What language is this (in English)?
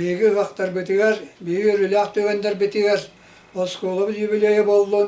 Yakut